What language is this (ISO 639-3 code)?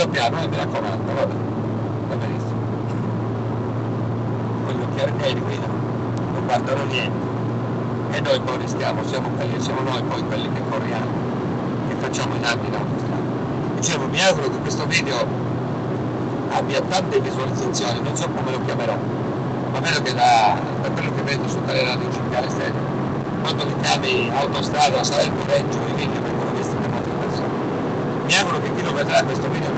ita